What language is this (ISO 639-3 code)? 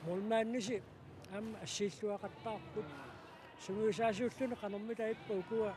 kal